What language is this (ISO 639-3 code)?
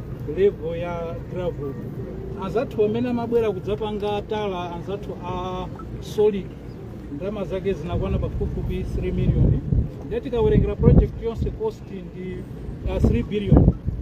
nya